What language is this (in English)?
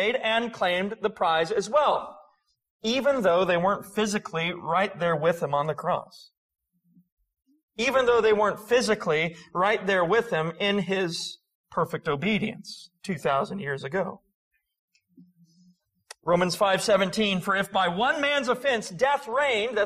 English